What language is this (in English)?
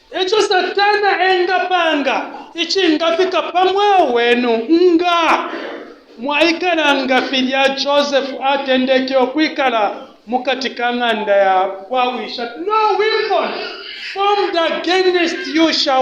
Bemba